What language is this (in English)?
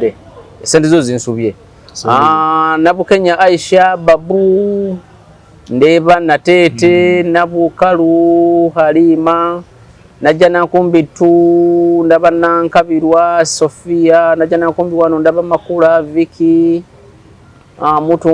Ganda